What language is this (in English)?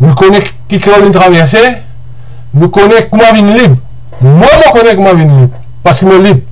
Morisyen